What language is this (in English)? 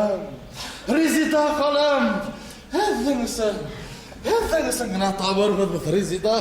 Bashkir